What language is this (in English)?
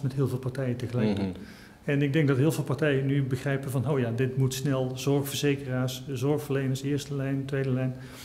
Dutch